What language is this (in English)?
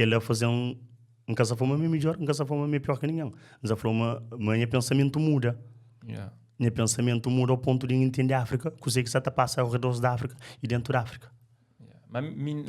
Kabuverdianu